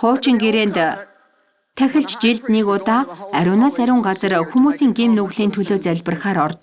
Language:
Mongolian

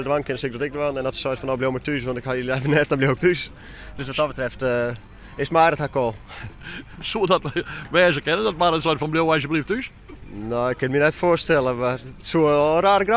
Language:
Western Frisian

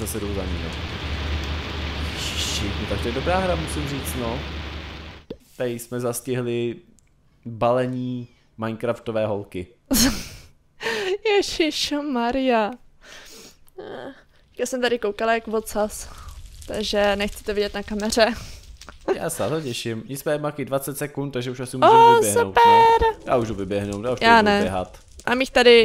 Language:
Czech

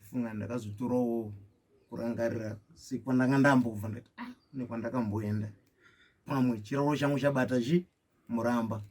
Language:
Shona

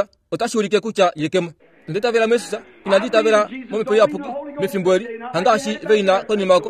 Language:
Kuanyama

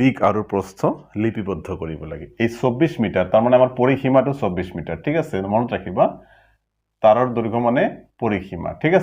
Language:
Assamese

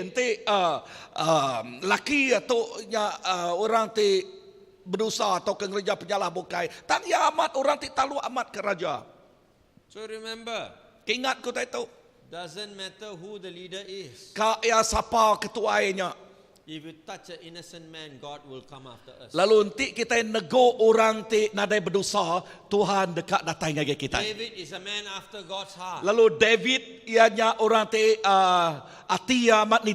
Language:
Iban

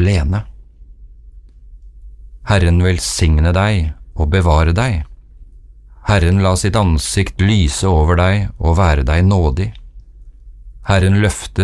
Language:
Norwegian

